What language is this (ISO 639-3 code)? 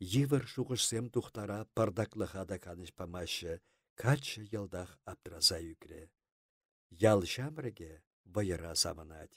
chv